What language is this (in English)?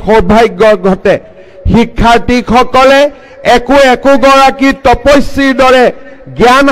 Assamese